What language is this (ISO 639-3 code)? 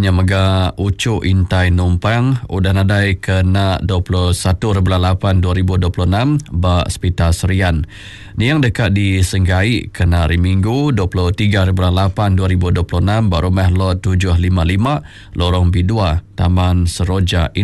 iba